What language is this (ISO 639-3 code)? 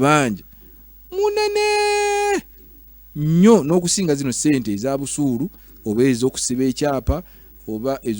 lug